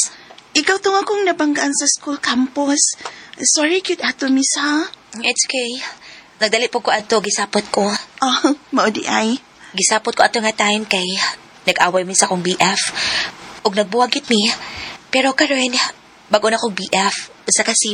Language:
Cebuano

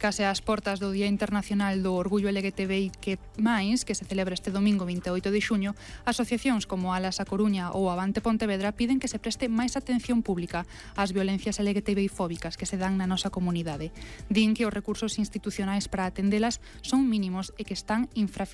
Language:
Galician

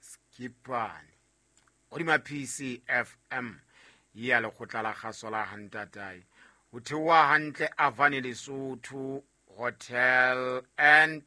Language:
Southern Sotho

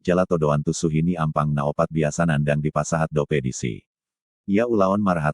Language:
Batak Toba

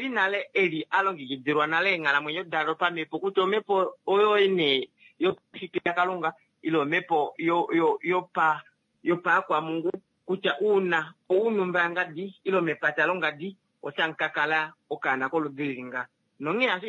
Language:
Kuanyama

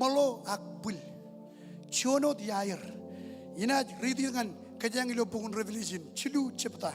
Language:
Marshallese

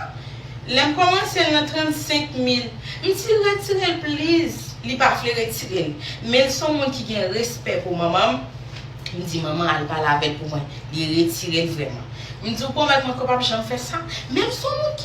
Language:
Haitian Creole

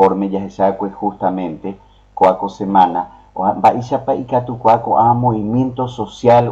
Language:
Guarani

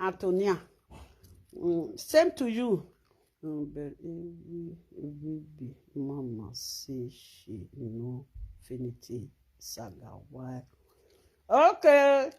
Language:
Nigerian Pidgin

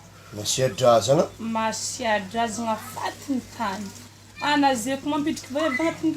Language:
Malagasy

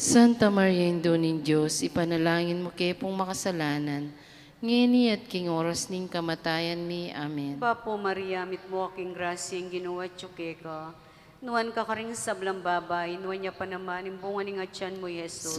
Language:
Pampanga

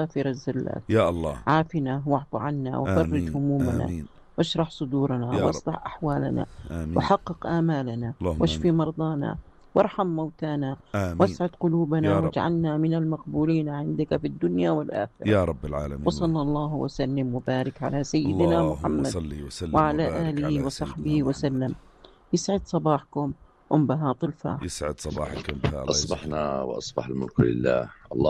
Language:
North Levantine Arabic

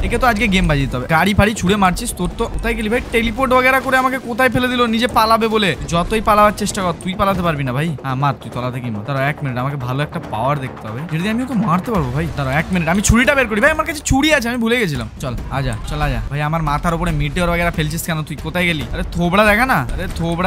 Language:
Bangla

